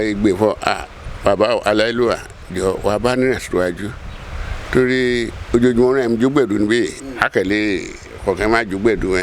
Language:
Yoruba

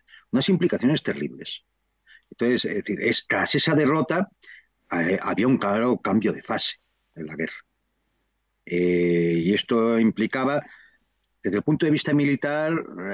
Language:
Spanish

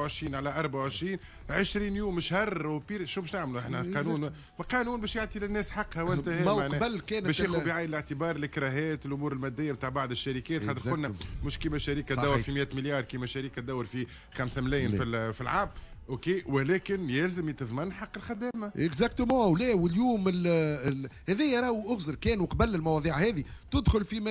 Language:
Tunisian Arabic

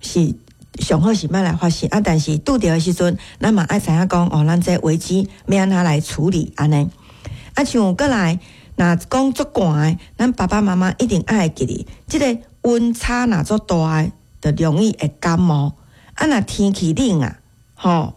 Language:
Min Nan Chinese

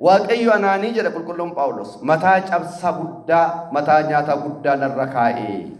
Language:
Oromo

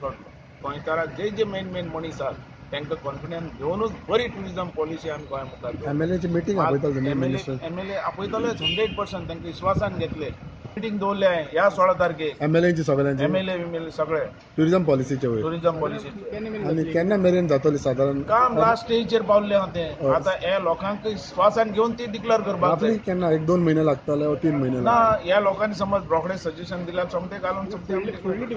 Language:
Konkani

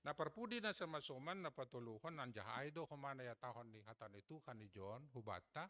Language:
Batak Simalungun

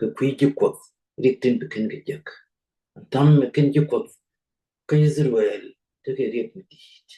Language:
Nuer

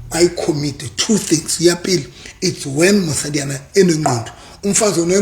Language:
Southern Sotho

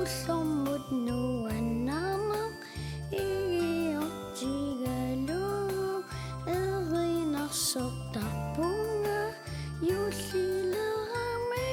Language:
Kalaallisut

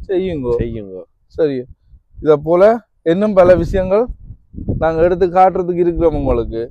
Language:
Tamil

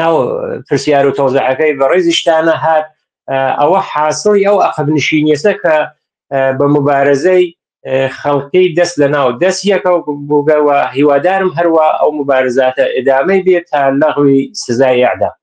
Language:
Central Kurdish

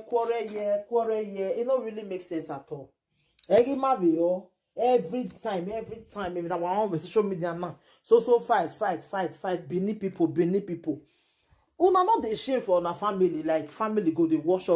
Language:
Nigerian Pidgin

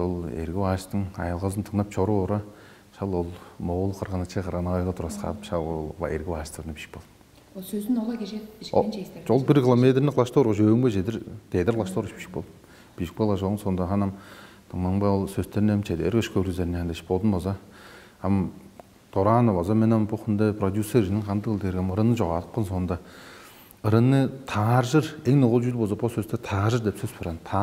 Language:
Tuvinian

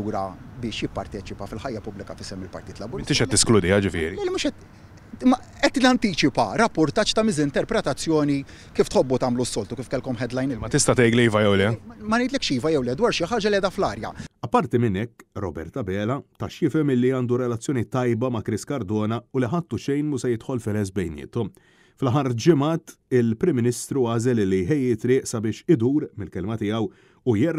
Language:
Maltese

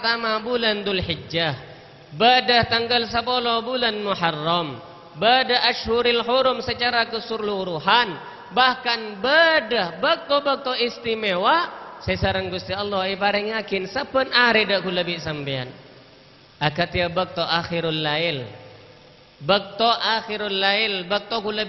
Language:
Madurese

